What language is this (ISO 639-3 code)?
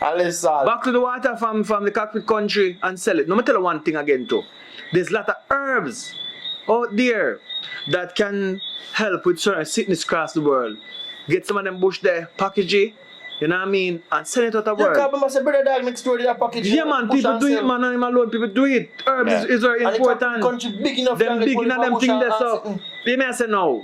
jam